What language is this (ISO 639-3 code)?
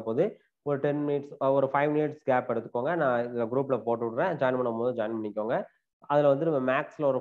tam